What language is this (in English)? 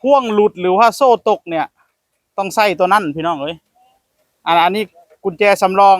Northeastern Thai